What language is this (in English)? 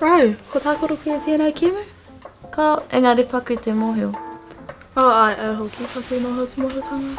Māori